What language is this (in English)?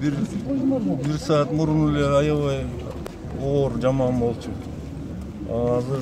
Kyrgyz